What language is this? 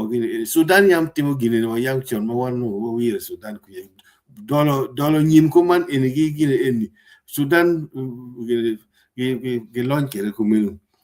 Acoli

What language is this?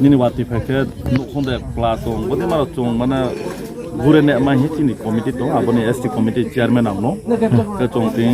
Riang (India)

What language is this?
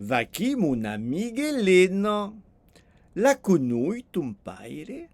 Occitan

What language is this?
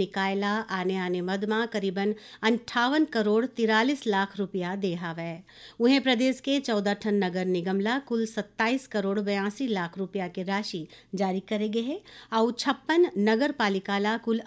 Chhattisgarhi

